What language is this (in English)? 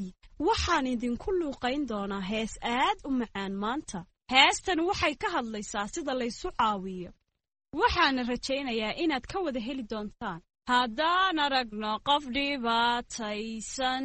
Somali